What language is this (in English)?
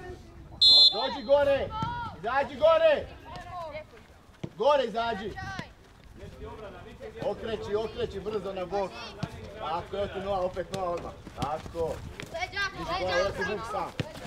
Croatian